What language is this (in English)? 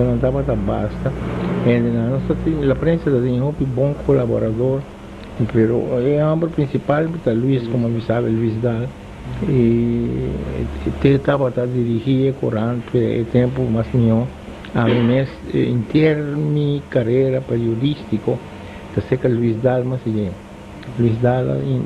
Papiamento